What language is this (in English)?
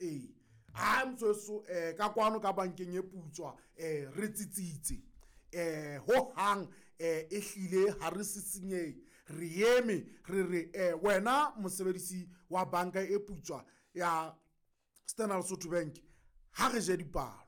Southern Sotho